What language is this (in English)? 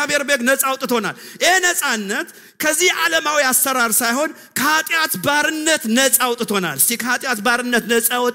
Amharic